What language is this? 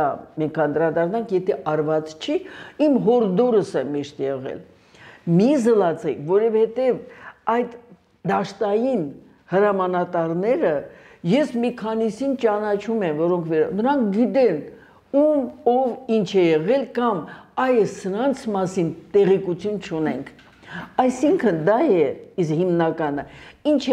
Armenian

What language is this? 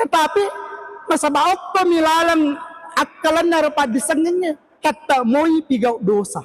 Buginese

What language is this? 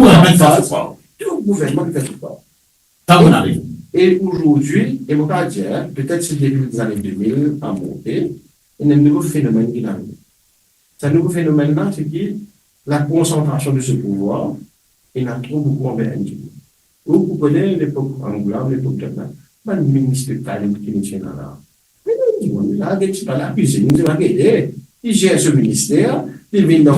Morisyen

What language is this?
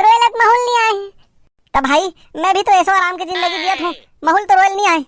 Chhattisgarhi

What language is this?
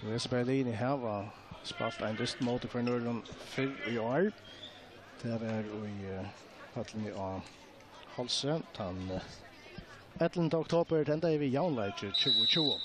Faroese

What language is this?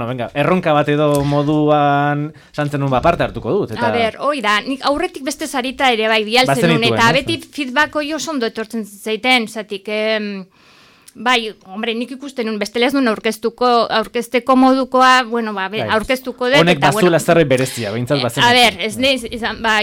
Basque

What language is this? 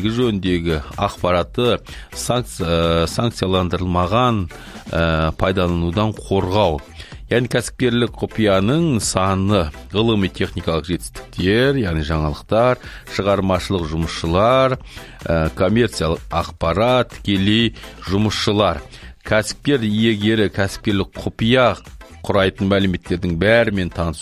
Kazakh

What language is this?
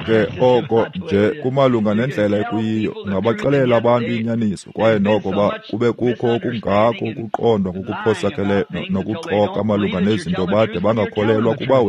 Xhosa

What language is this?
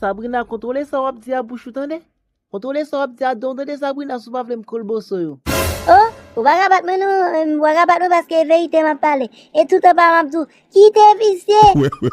Haitian Creole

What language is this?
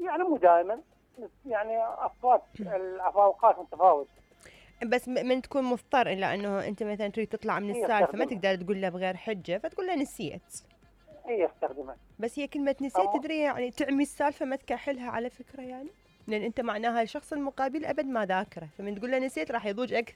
Mesopotamian Arabic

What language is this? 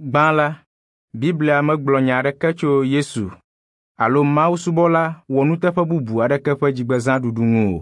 Ewe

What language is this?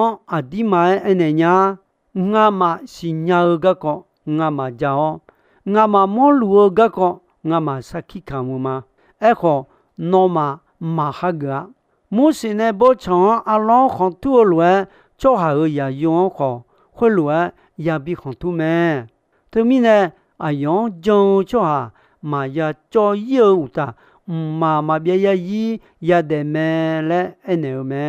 Akha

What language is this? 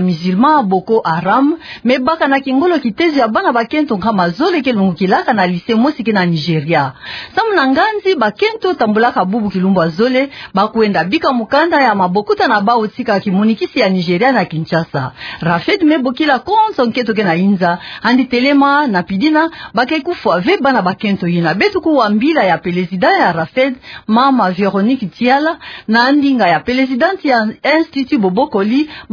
Kituba (Democratic Republic of Congo)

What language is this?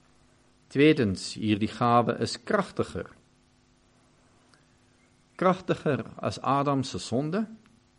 Afrikaans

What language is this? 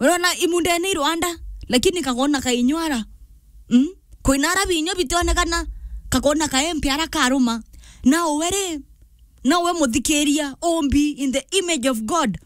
Meru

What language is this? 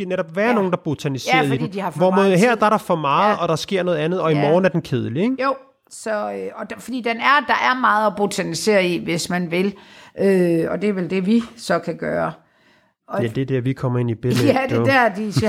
Danish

